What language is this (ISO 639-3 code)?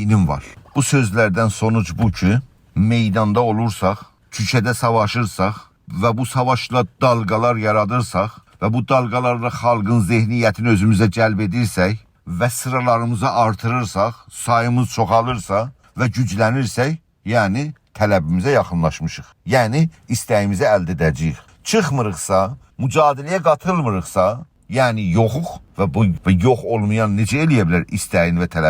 azb